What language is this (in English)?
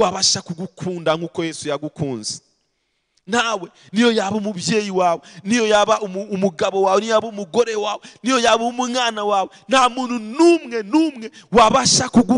Kinyarwanda